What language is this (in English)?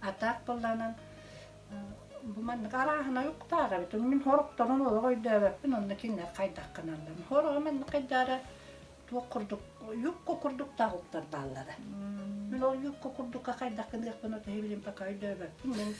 Yakut